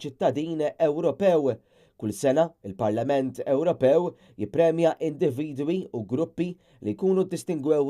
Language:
Maltese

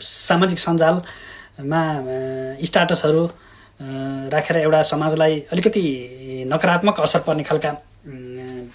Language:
Nepali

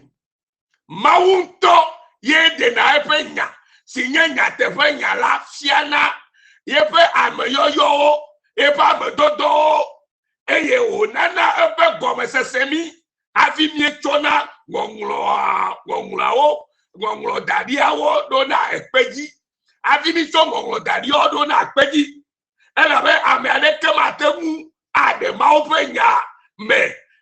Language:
Ewe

